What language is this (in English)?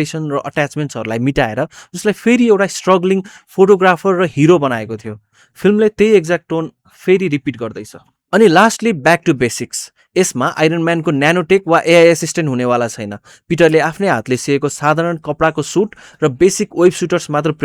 Nepali